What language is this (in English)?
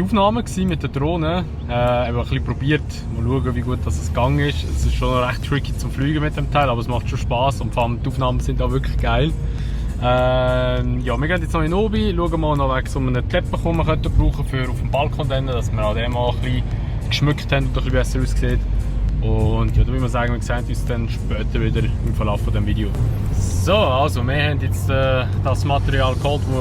Swiss German